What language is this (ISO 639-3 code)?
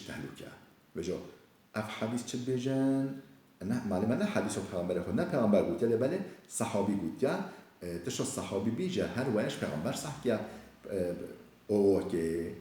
kur